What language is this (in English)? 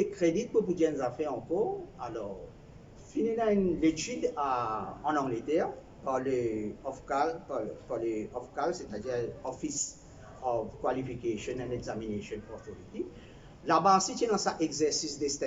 Morisyen